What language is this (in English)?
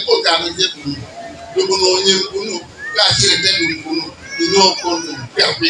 Acoli